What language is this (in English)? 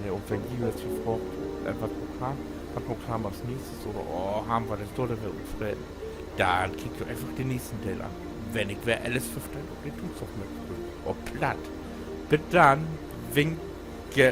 Low German